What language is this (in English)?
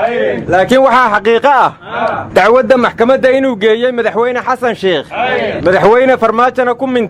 Somali